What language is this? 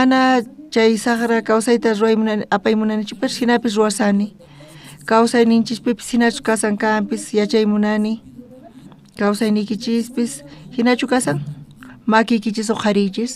South Bolivian Quechua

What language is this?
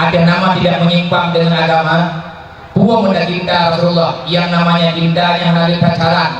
Achinese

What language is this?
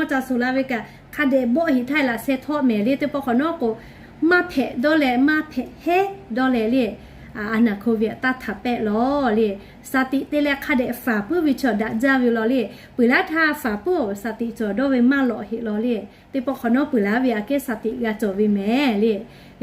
Lahu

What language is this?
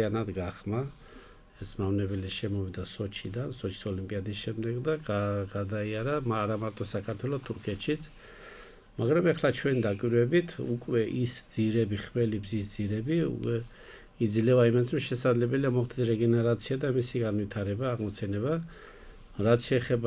Georgian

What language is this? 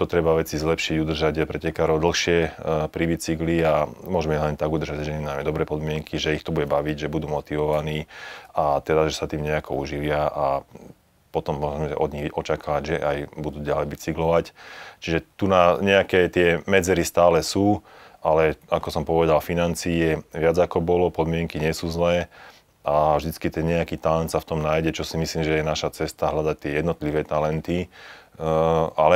Slovak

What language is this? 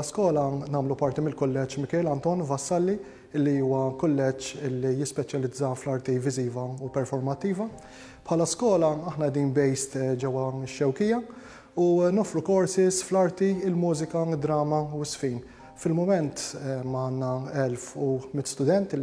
Maltese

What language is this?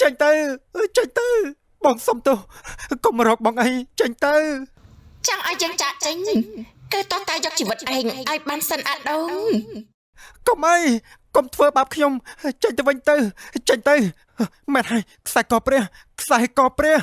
Khmer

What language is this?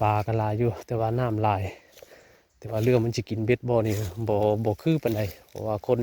Northeastern Thai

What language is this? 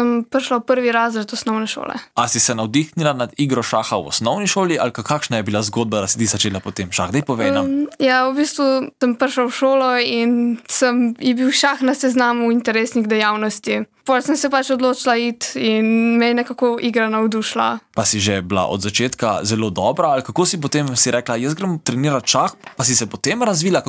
Slovenian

